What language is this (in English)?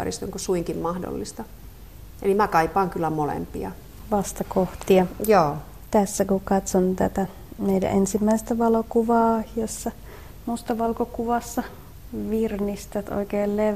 Finnish